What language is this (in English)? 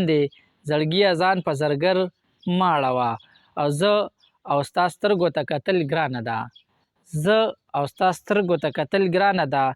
Pashto